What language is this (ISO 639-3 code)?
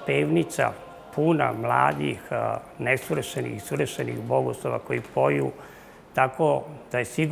srp